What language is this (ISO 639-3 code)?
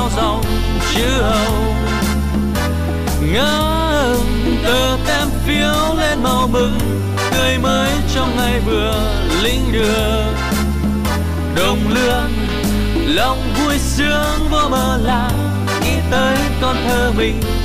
vie